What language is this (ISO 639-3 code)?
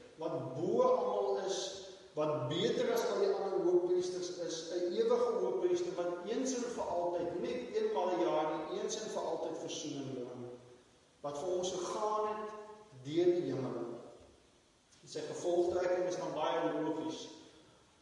afr